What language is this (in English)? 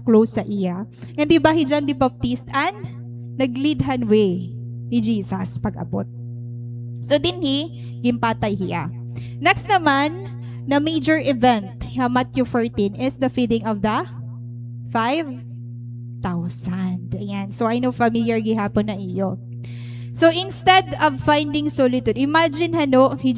Waray